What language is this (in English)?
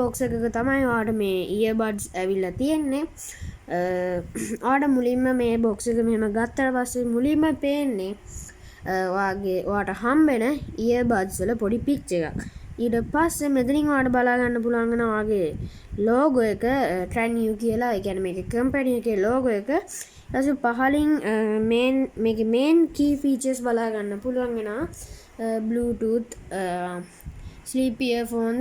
Sinhala